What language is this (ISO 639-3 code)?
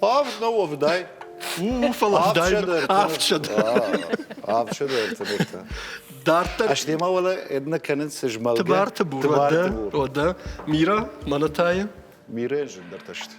oss